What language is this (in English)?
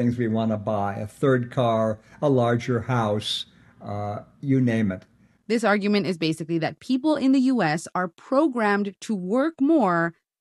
English